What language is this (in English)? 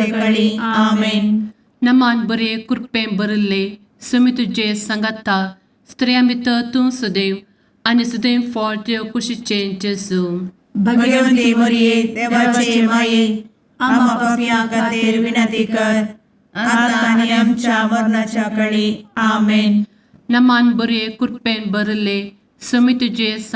Konkani